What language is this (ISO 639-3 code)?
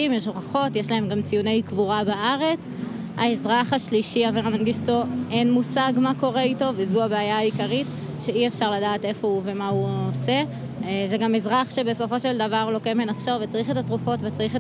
heb